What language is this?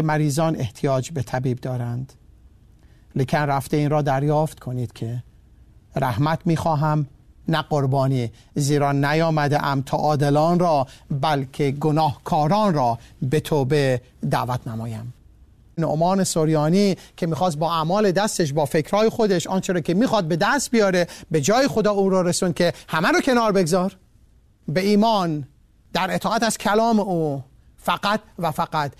Persian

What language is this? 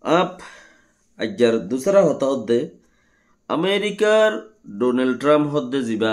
Rohingya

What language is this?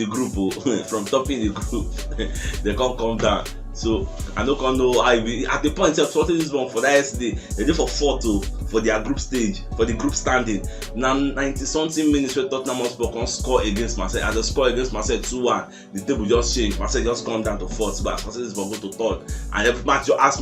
Nigerian Pidgin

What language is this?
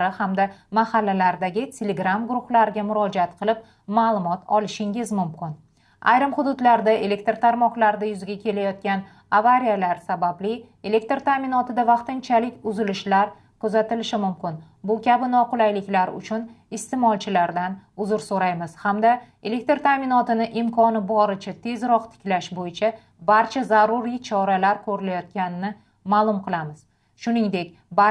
Uzbek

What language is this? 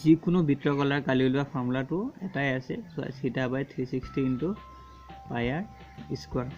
Assamese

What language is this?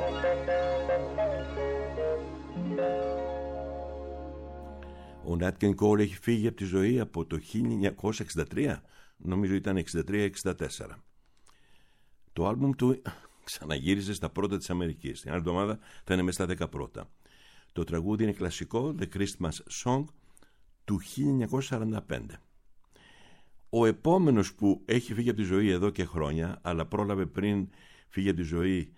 Greek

